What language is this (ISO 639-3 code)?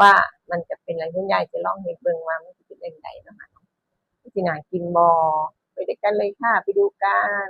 tts